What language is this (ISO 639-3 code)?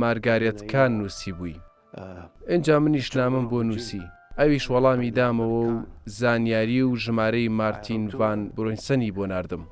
ckb